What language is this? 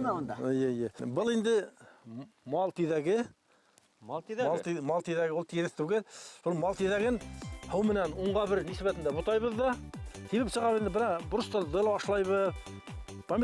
Bashkir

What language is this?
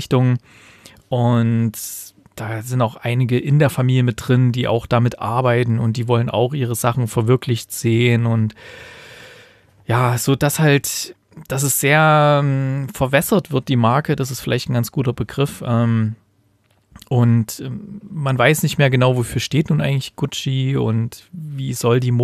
German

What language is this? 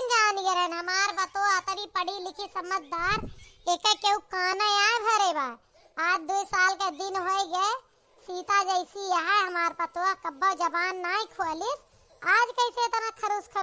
Awadhi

